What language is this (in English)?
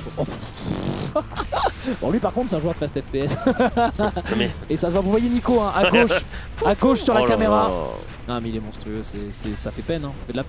French